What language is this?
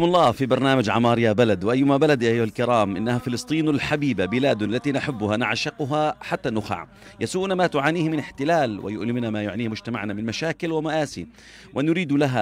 South Levantine Arabic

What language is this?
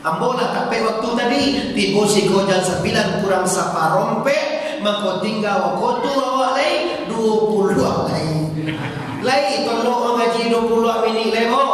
Minangkabau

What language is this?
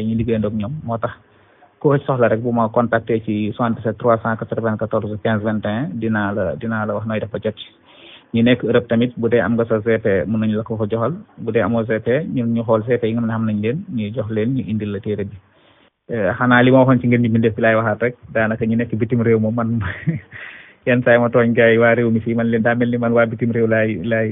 Wolof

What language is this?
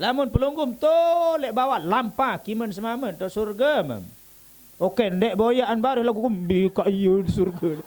Sasak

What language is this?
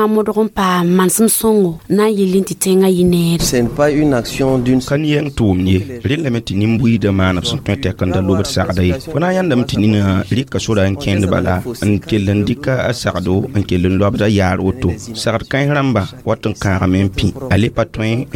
Mossi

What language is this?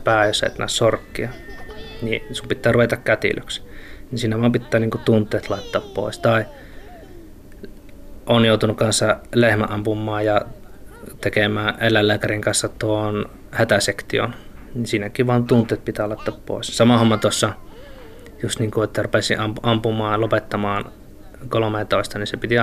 Finnish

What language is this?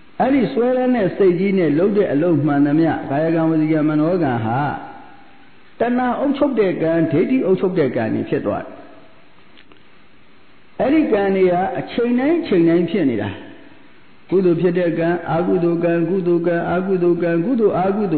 Burmese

